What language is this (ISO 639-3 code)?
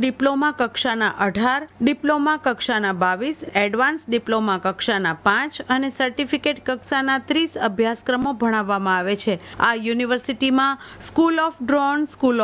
guj